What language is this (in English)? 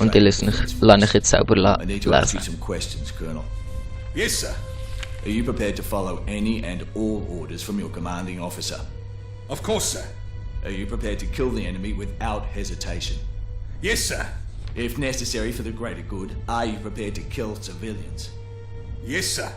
Swiss German